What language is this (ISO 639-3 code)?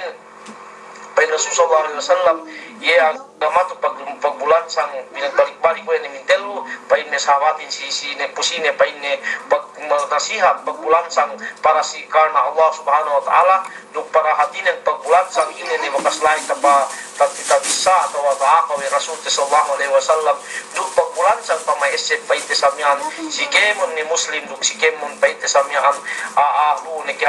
yka